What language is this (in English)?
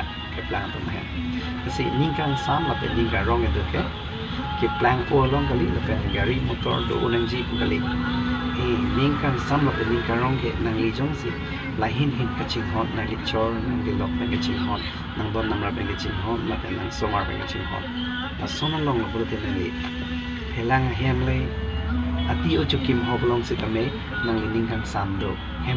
Karbi